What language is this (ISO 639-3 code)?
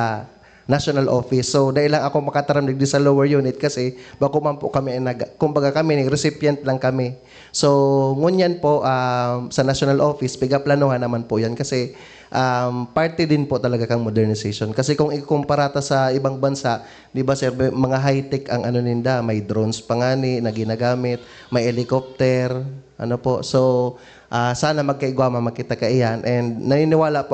bik